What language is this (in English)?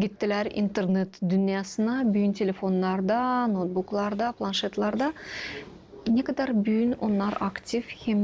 Gagauz